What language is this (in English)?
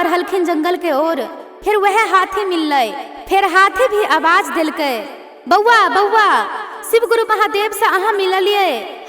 Maithili